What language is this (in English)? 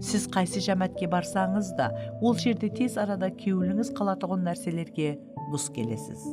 Kara-Kalpak